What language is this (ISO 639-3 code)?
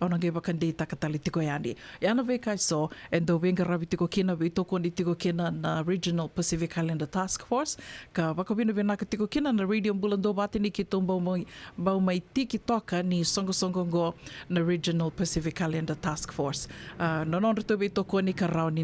fij